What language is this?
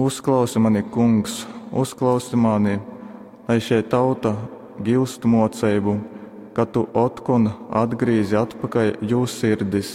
Latgalian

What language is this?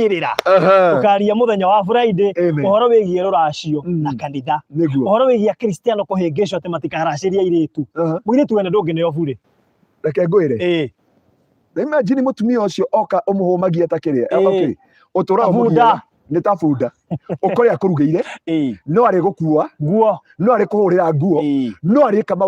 Kikuyu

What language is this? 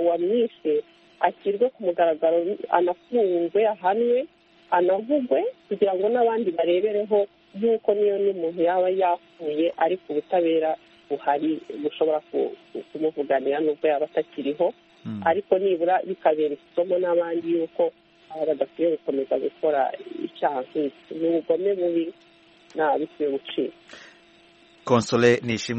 Kinyarwanda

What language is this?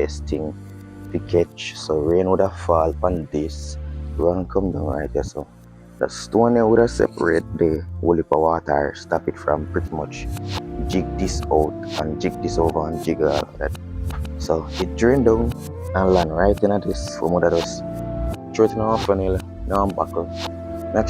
Jamaican Creole English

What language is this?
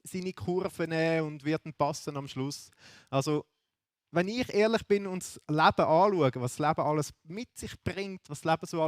Swiss German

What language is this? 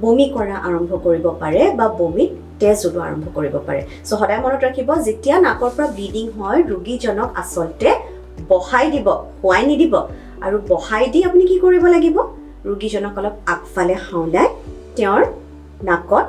Assamese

